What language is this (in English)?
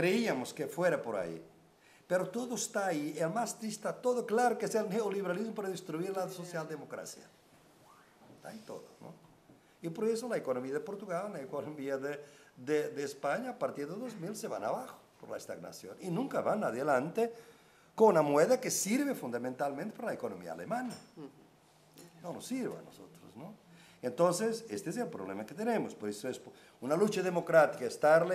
Spanish